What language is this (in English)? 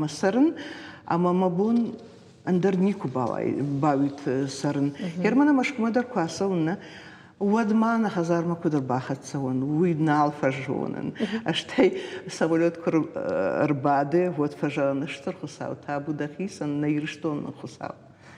Ossetic